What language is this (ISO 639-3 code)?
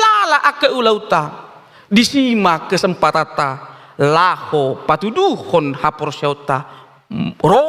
bbc